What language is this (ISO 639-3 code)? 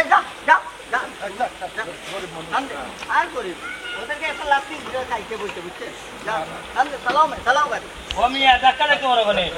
syl